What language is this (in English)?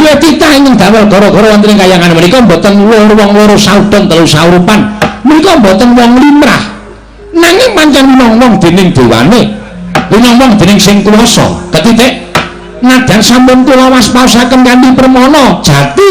Javanese